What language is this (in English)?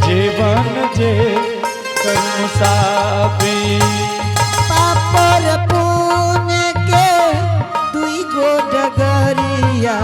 Angika